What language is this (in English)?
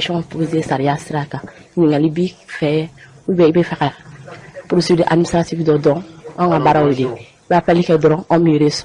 Bambara